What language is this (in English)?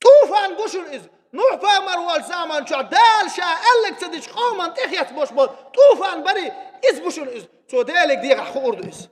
Chechen